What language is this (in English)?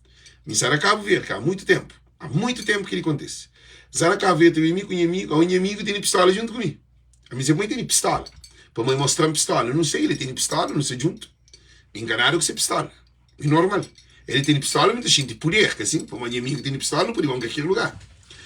Kabuverdianu